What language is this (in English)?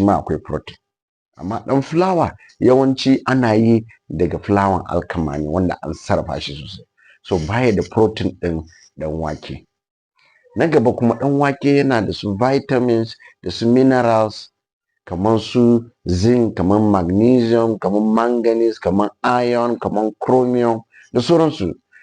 Hausa